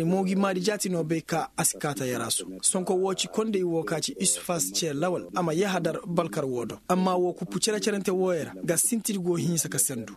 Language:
Koyraboro Senni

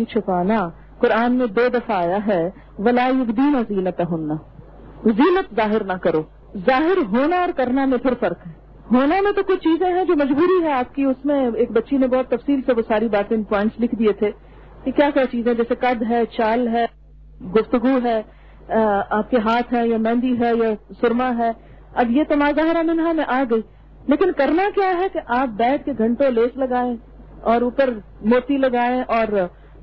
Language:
Urdu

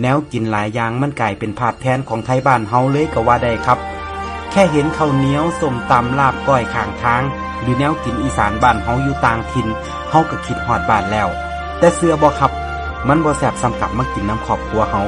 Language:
Northeastern Thai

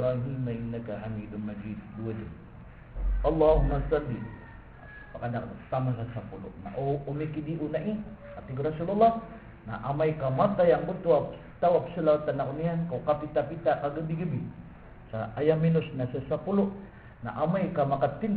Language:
Maranao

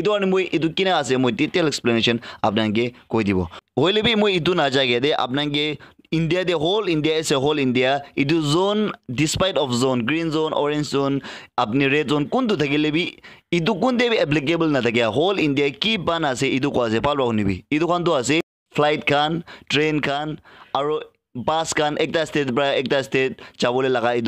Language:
Naga Pidgin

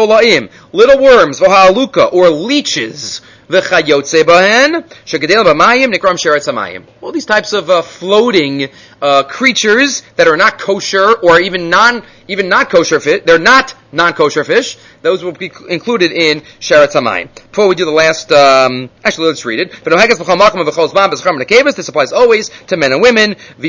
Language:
English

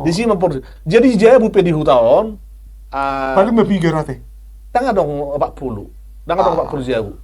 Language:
Batak Toba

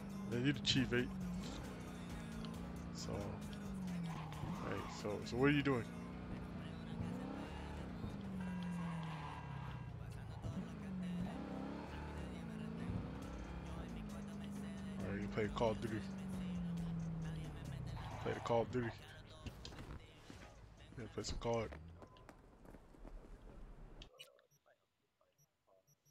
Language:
English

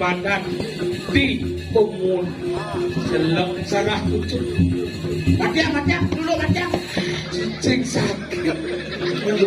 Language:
Balinese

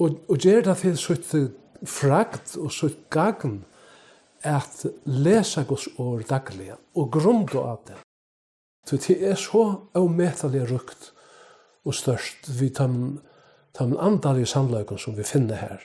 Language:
Faroese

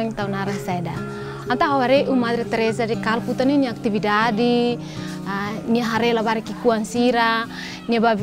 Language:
Tetum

